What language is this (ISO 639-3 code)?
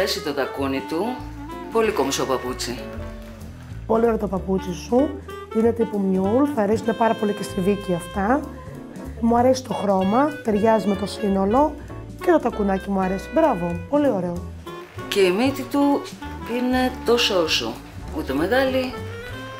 ell